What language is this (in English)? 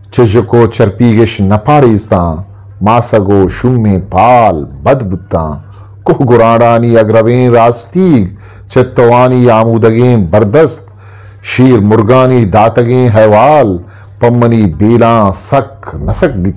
Eastern Balochi